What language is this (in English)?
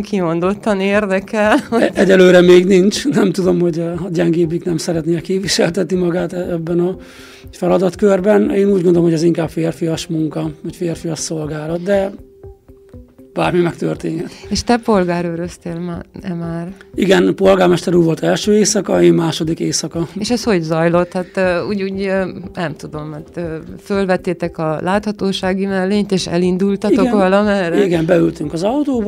Hungarian